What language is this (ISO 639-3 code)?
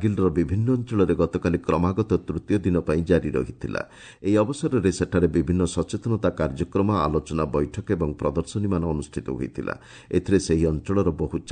ori